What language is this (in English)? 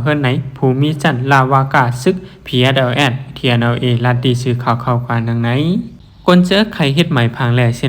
Shan